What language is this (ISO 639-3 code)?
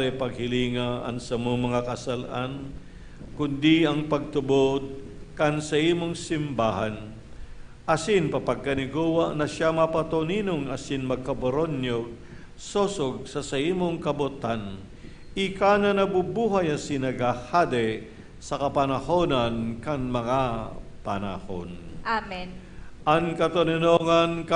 bik